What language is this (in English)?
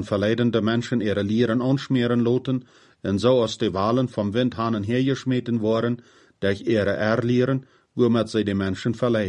Plautdietsch